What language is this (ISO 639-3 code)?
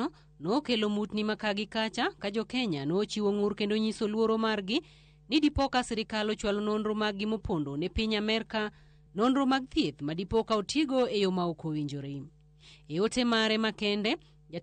luo